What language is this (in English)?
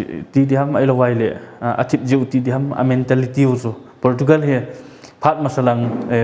Paite Chin